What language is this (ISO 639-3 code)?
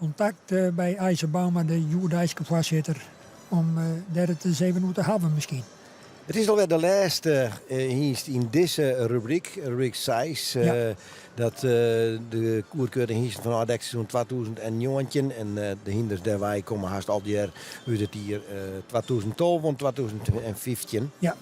fry